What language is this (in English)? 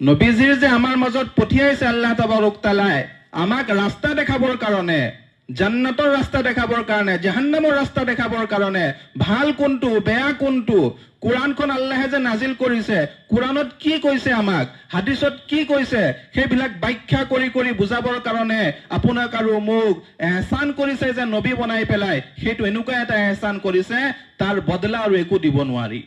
Assamese